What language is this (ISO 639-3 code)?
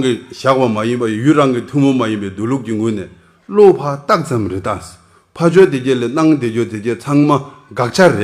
bod